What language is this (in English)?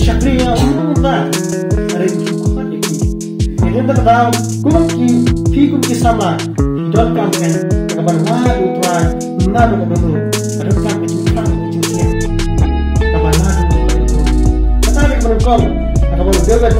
Khasi